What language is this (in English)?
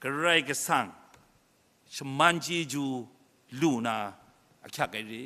Kachin